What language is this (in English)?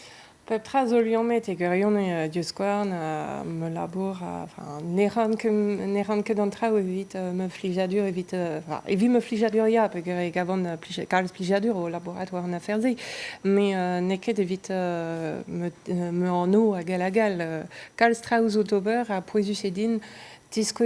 Breton